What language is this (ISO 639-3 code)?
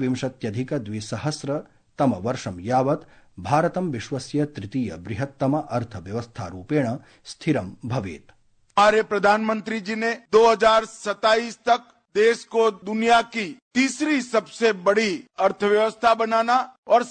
san